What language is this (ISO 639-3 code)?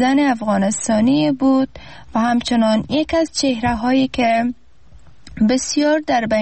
fas